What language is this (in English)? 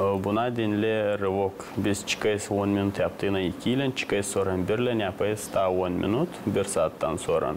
Gagauz